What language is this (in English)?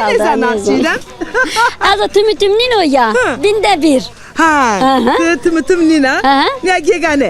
Zaza